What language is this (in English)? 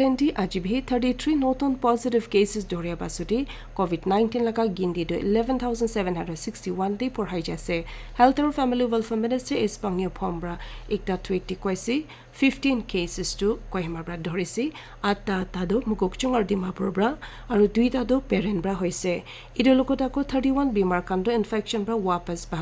Naga Pidgin